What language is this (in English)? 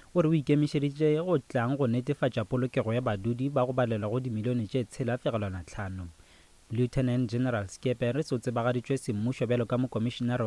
Northern Sotho